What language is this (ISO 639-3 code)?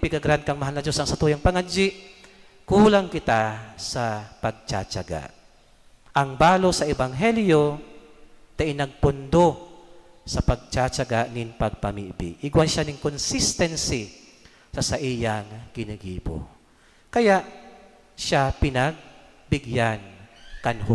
bik